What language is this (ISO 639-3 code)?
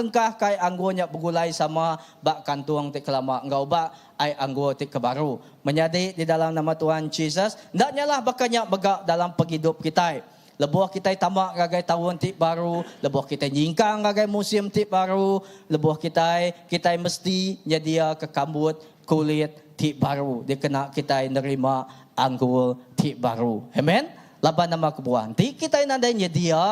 iba